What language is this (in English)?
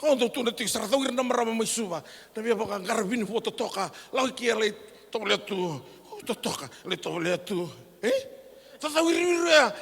Fijian